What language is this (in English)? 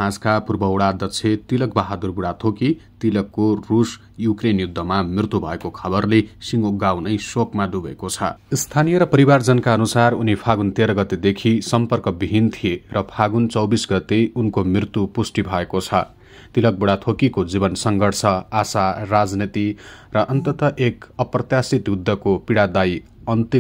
Nepali